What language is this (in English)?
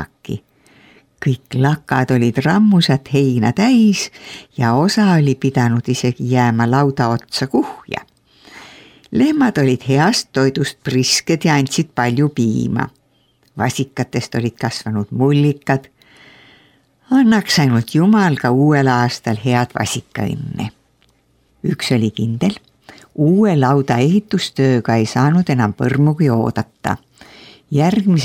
Estonian